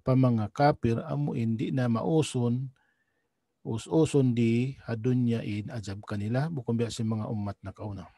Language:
Tausug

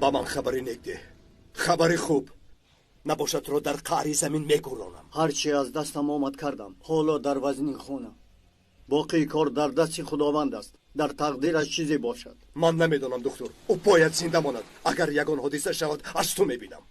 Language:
Tajik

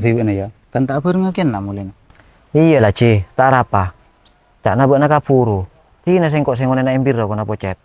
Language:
Madurese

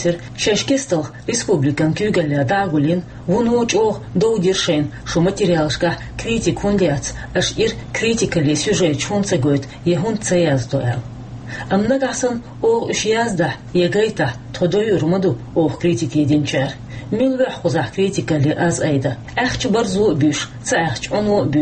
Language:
Chechen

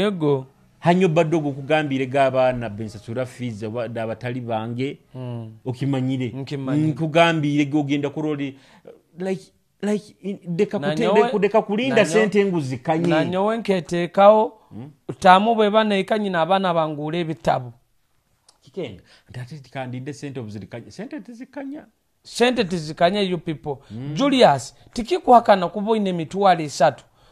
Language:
Nyoro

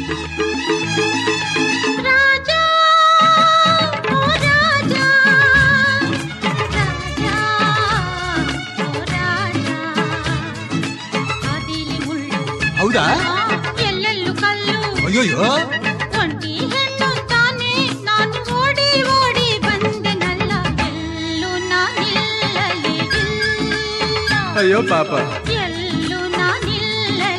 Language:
Kannada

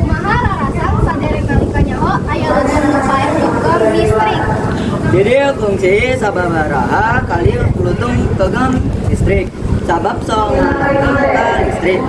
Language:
Sundanese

